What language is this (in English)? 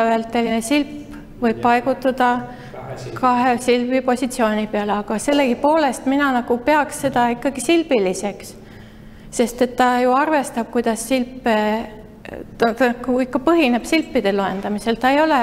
Estonian